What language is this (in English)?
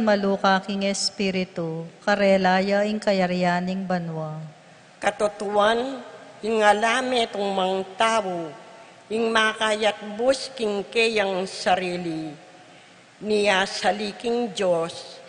Pampanga